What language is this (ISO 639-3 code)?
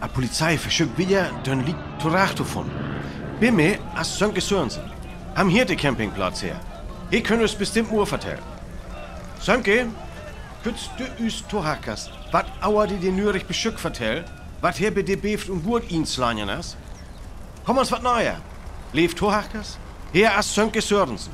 frr